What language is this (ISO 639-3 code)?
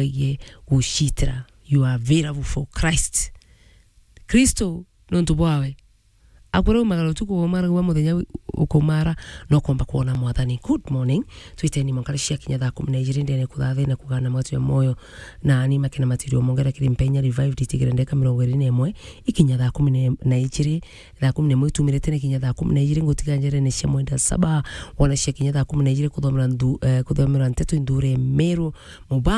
mer